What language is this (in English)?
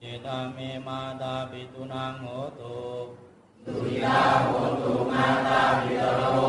Pali